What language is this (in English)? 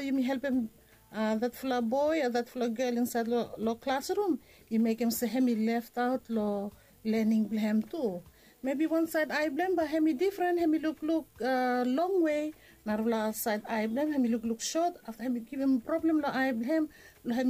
Bislama